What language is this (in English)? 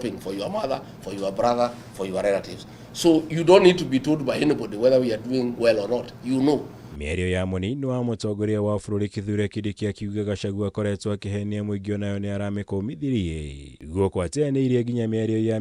Kikuyu